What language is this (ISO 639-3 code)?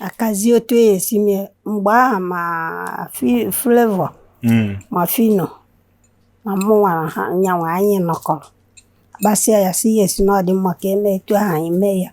ibo